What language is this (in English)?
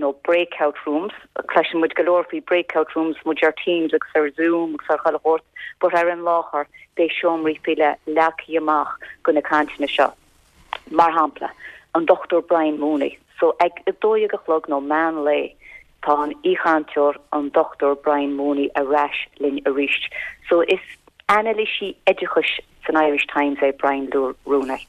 Irish